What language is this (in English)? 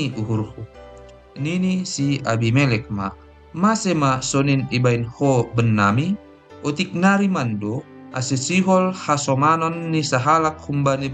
Batak Simalungun